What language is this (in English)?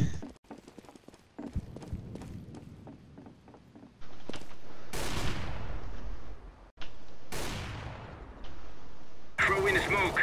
German